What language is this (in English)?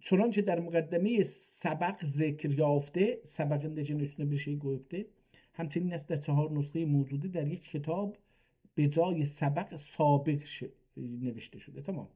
South Azerbaijani